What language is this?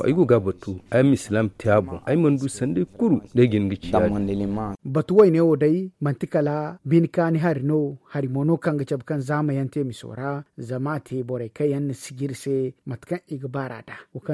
Zarma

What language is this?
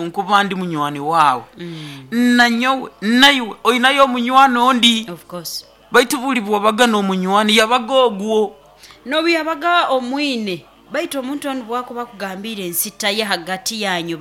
Nyoro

